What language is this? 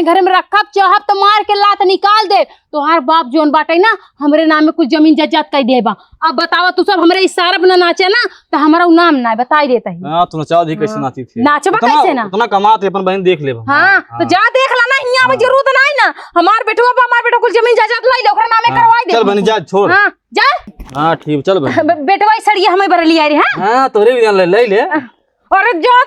Awadhi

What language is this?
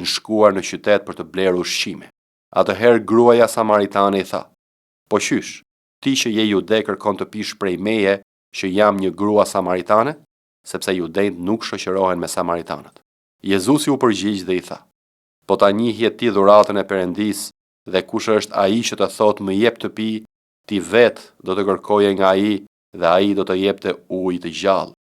Albanian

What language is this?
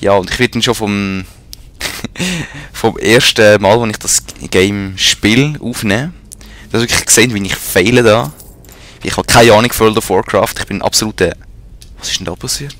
Swiss German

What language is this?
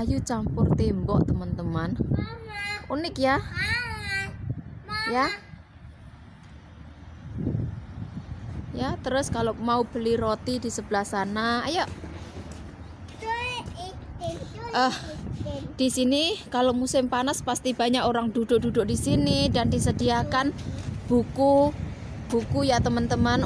Indonesian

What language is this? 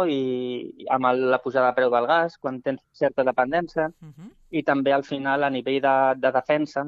Catalan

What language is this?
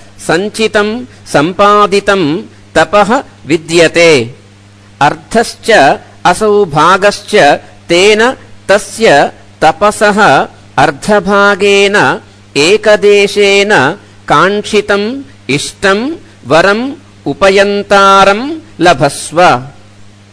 Sanskrit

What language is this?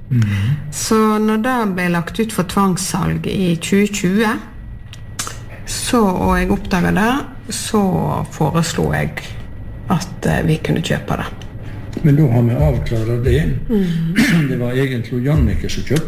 Norwegian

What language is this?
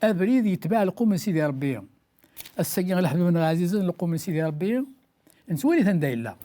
Kabyle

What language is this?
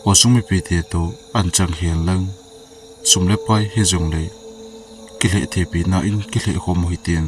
Thado Chin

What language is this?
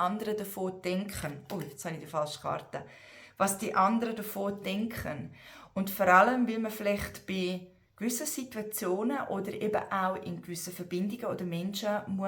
Swiss German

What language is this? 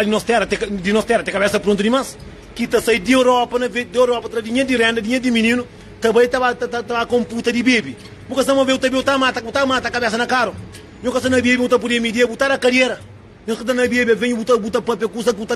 Kabuverdianu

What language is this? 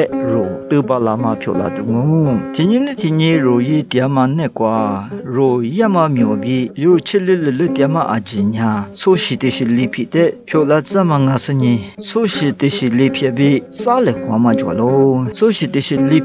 Lisu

